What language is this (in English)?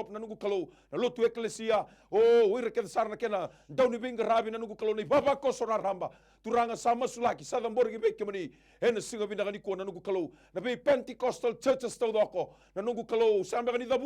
Fijian